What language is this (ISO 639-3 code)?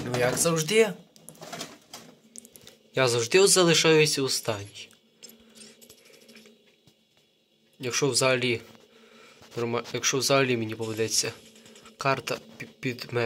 ukr